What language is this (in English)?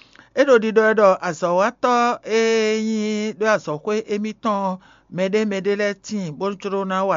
Fon